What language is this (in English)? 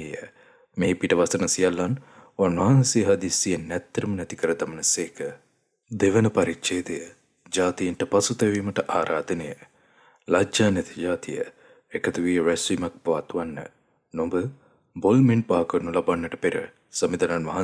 Sinhala